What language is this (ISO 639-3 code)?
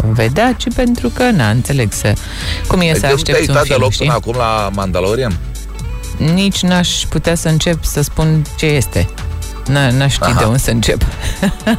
ron